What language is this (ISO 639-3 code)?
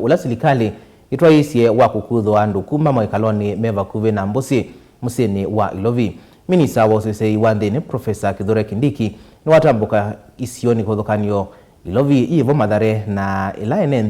kam